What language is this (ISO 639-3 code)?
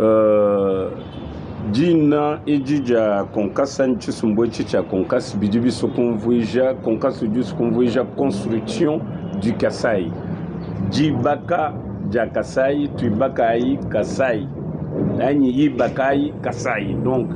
lua